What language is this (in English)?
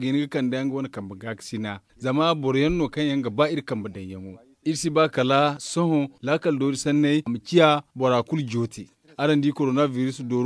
Zarma